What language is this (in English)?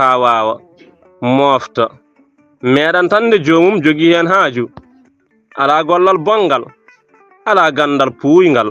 Fula